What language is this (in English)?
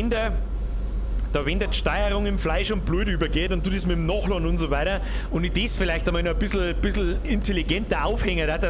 Bavarian